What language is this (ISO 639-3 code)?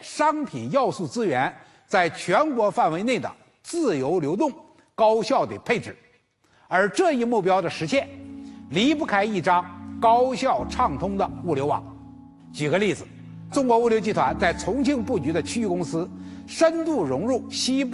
zho